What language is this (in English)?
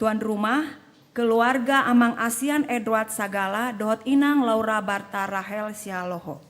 Batak Toba